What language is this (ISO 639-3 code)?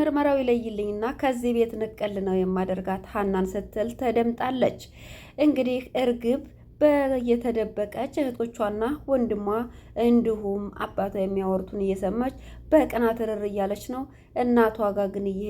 amh